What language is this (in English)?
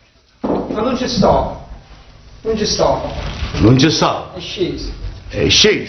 Neapolitan